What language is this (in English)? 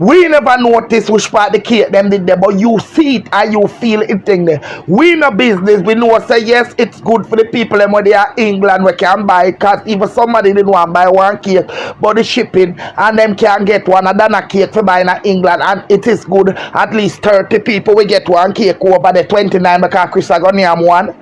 Jamaican Creole English